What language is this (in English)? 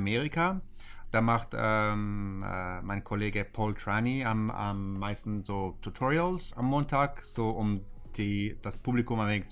German